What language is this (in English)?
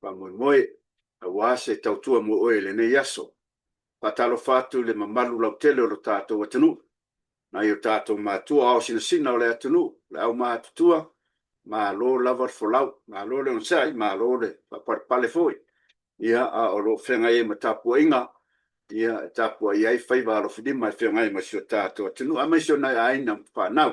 Samoan